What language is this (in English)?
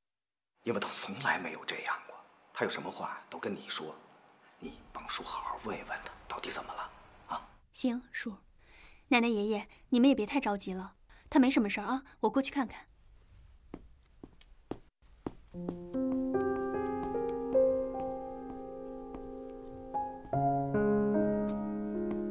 Chinese